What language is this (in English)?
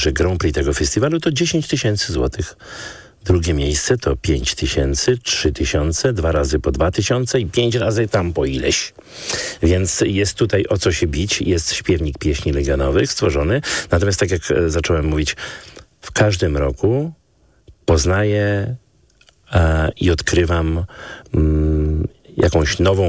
Polish